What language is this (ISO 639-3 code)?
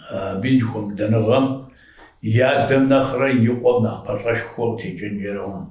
kbd